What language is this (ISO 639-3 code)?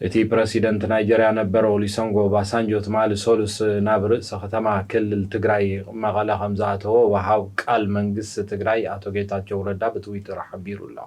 tir